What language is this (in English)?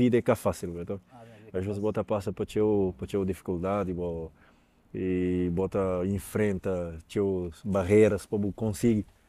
Kabuverdianu